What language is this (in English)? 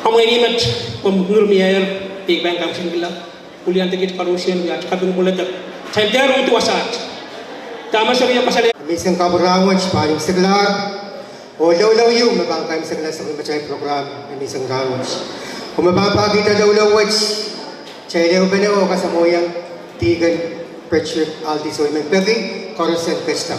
Pohnpeian